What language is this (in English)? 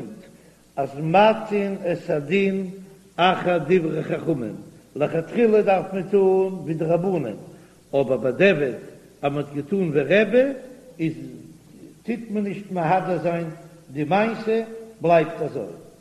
Yiddish